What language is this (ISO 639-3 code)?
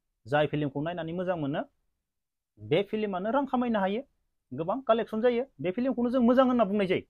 brx